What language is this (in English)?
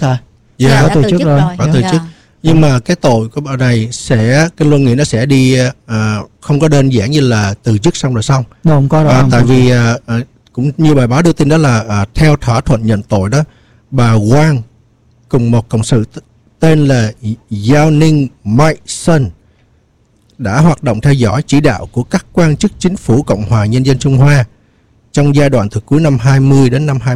Vietnamese